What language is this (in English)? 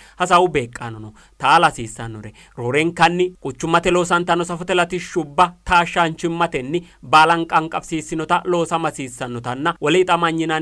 Sidamo